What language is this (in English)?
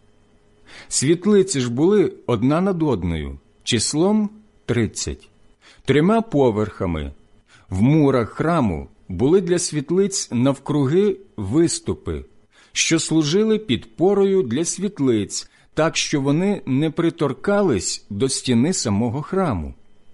Ukrainian